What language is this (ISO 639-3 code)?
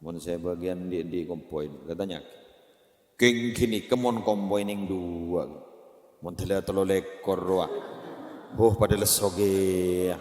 mad